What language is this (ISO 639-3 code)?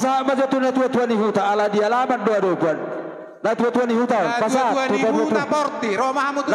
bbc